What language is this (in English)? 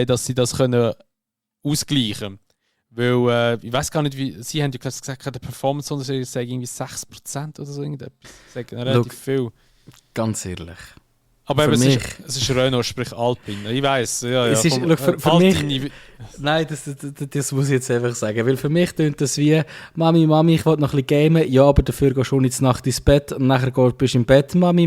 Swiss German